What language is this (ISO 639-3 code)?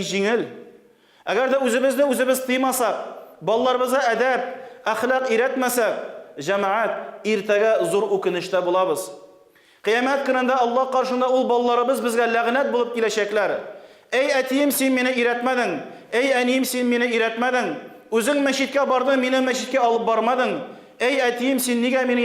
tat